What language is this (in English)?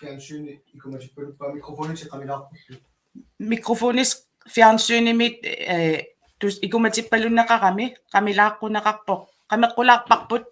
Kalaallisut